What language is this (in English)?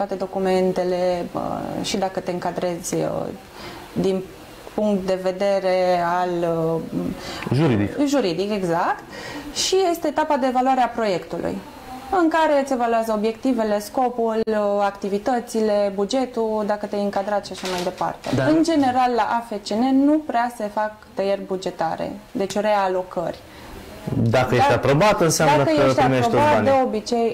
Romanian